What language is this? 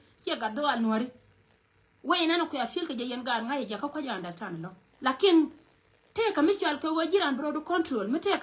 Nuer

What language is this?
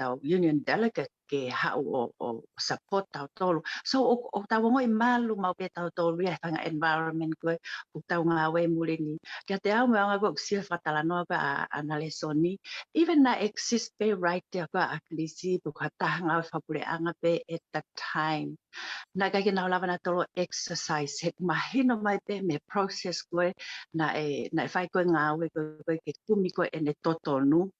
Tongan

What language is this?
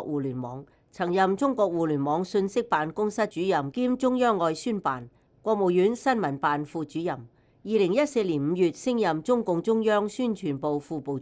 Cantonese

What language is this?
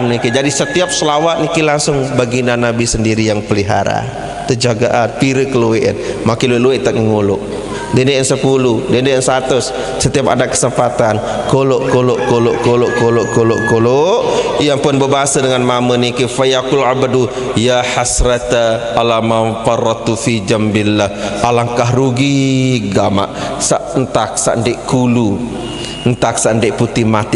Sasak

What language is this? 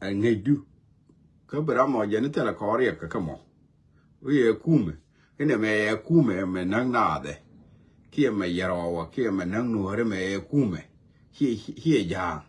Nuer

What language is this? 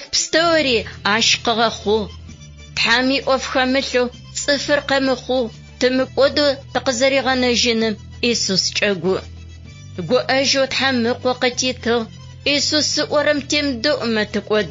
Adyghe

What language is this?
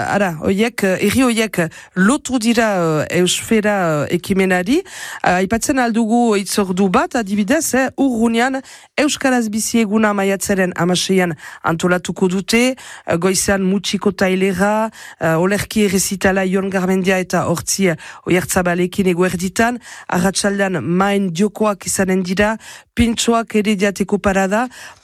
Basque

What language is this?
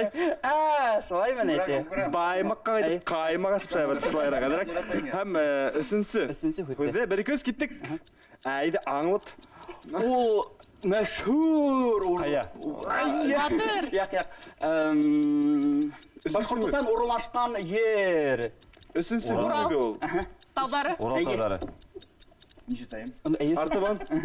Bashkir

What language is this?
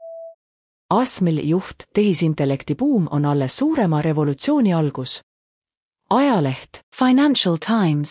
Estonian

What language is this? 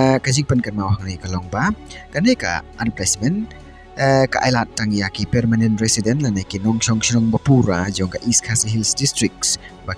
Khasi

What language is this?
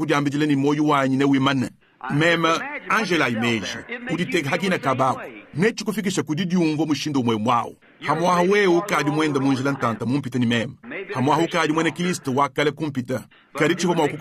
Luba-Lulua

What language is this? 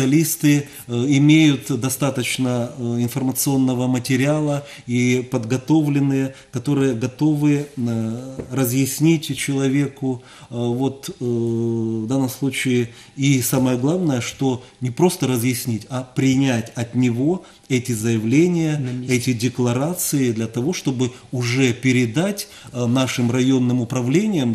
Russian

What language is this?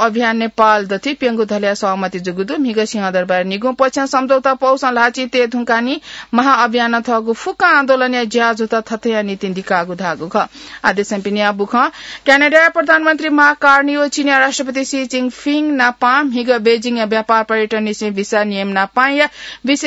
Newari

